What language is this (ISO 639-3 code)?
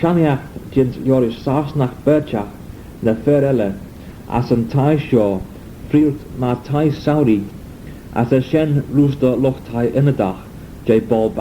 glv